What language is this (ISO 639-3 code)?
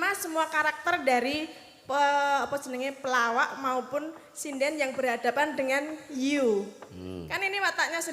jav